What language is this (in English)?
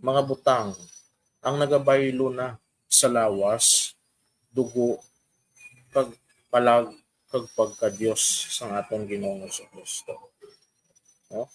Hiligaynon